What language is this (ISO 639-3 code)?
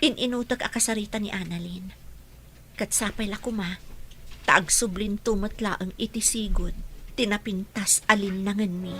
ilo